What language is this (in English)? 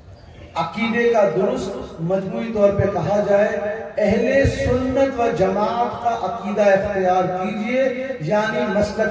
Urdu